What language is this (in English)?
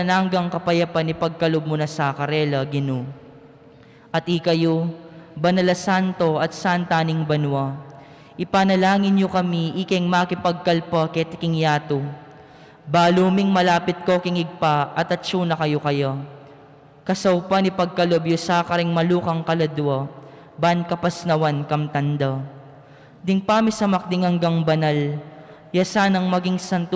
Pampanga